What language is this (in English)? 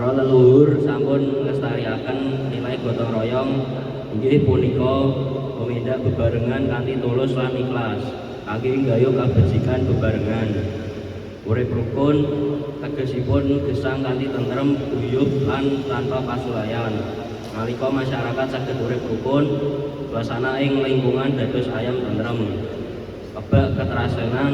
Javanese